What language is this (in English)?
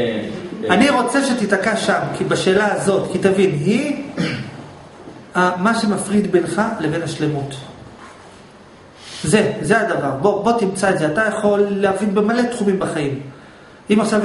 Hebrew